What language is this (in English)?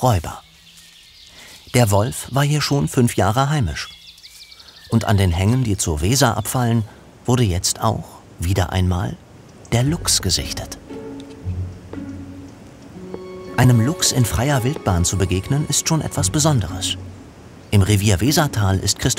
German